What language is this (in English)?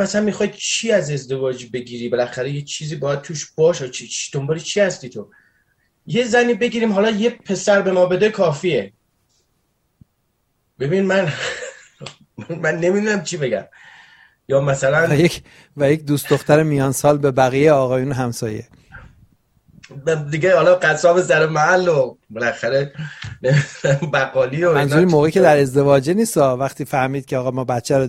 Persian